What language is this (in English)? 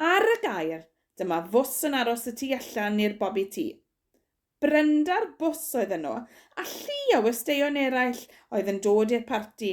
Welsh